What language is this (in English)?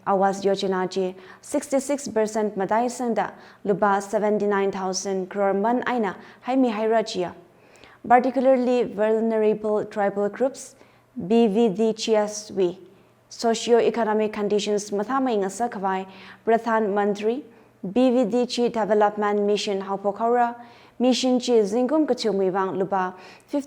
Tangkhul Naga (India)